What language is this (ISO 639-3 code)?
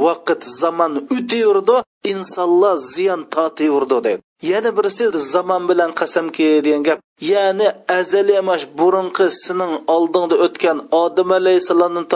uig